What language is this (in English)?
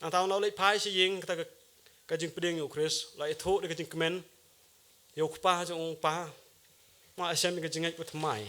Khasi